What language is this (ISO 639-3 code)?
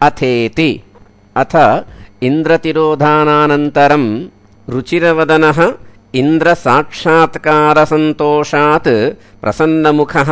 san